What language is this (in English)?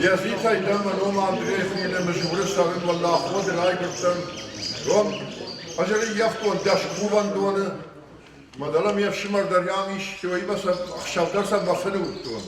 Ossetic